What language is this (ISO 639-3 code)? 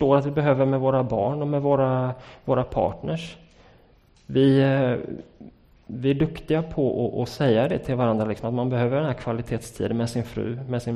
swe